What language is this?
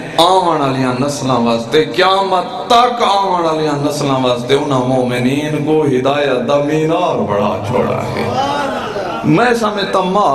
Saraiki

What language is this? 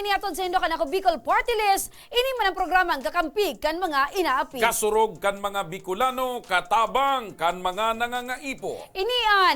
Bikol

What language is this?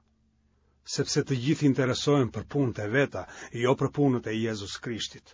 Albanian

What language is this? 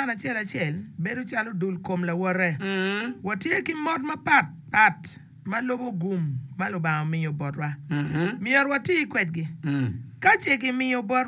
Acoli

